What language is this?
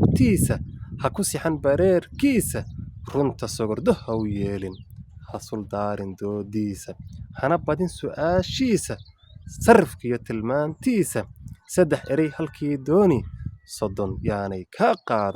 Somali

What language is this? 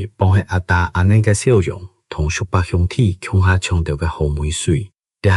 Hakka Chinese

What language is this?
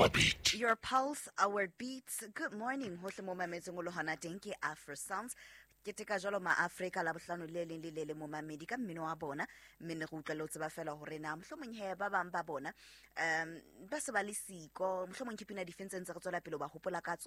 Southern Sotho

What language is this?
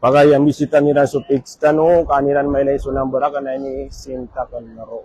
Maranao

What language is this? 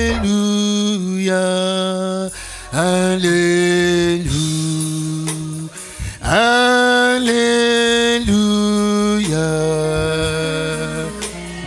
French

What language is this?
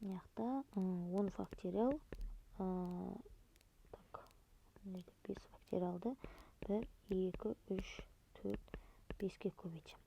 Kazakh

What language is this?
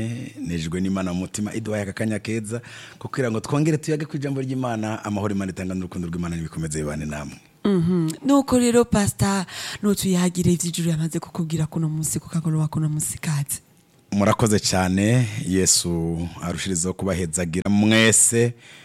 Rundi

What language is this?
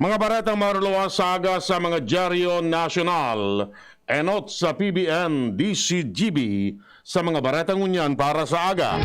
Bikol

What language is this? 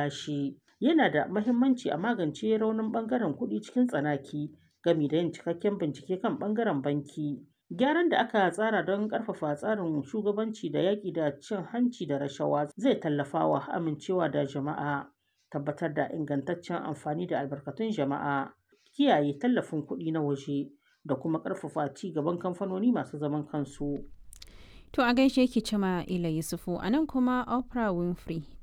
Hausa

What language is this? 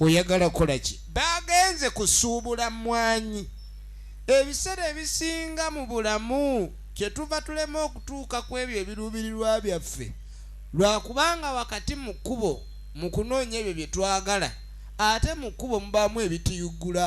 Soga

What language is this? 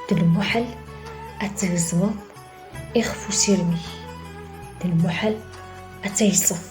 Kabyle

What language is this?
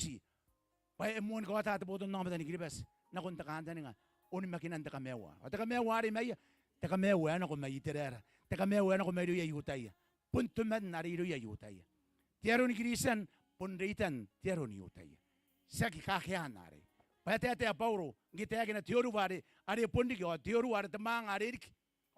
Gilbertese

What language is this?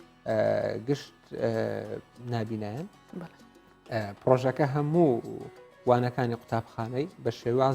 Central Kurdish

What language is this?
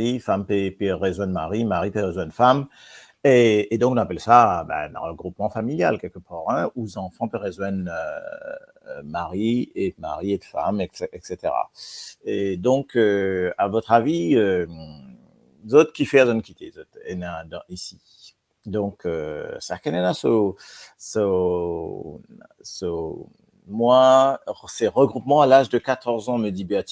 Morisyen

